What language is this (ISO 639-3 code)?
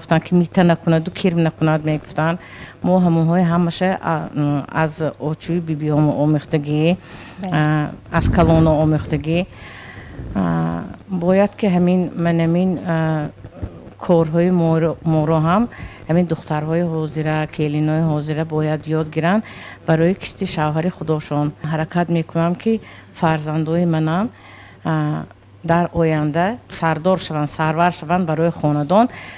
tgk